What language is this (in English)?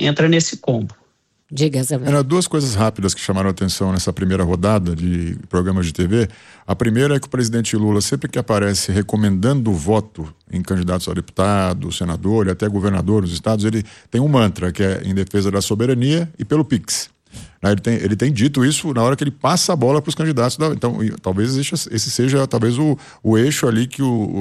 Portuguese